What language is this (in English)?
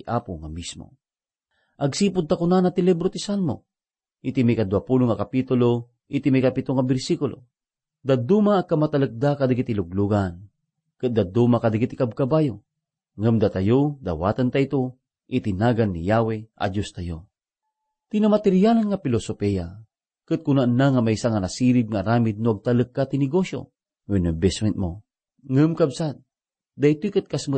Iloko